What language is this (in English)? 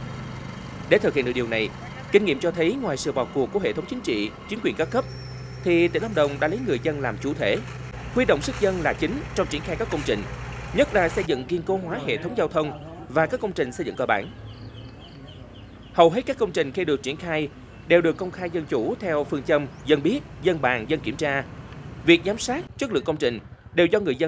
Vietnamese